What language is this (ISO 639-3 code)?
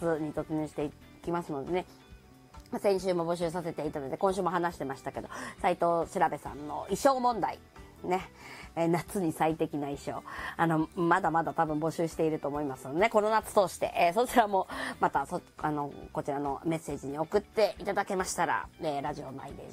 jpn